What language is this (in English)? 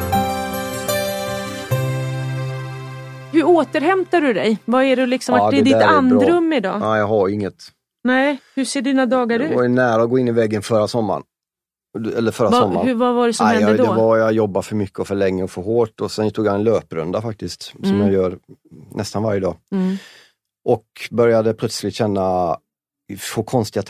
Swedish